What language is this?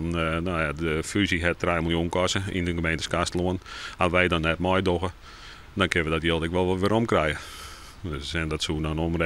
Western Frisian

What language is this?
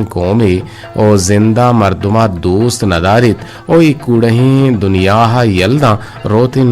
Eastern Balochi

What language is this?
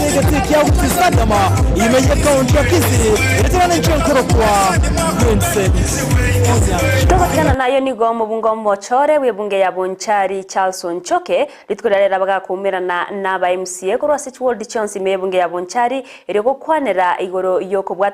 Gusii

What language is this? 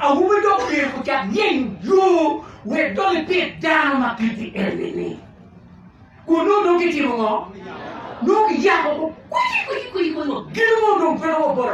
Acoli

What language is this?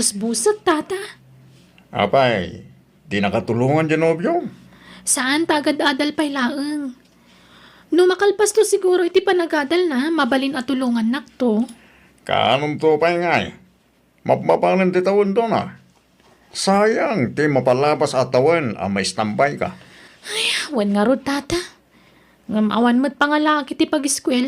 Iloko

